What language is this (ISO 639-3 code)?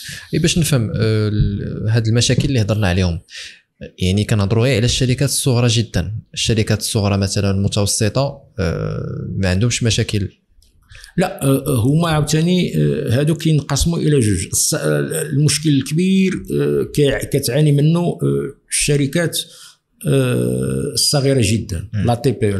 ary